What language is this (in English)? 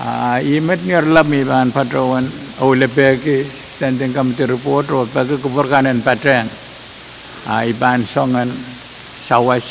Pohnpeian